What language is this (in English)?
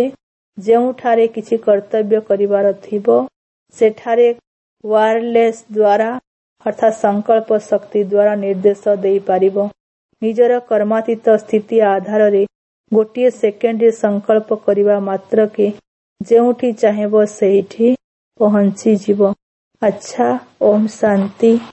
Odia